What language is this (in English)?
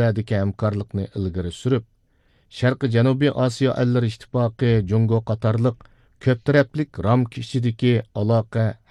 Uyghur